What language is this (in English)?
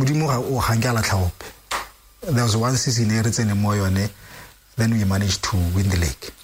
Tswana